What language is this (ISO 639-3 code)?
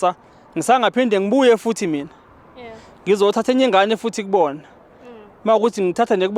zul